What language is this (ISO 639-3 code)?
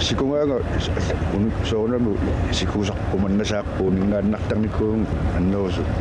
kal